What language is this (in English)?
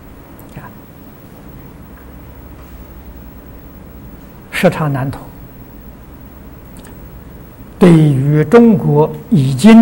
Chinese